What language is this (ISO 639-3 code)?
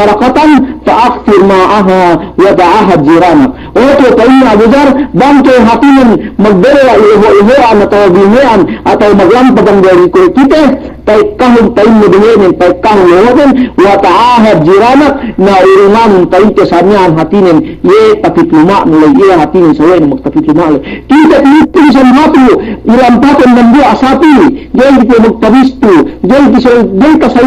yka